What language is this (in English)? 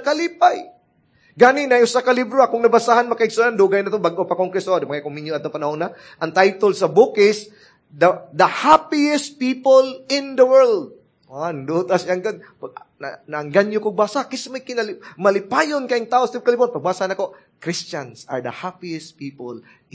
Cebuano